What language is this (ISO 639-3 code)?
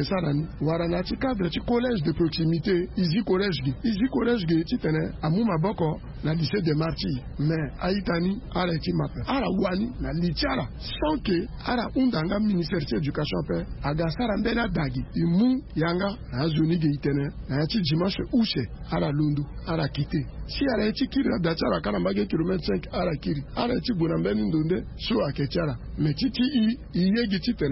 sag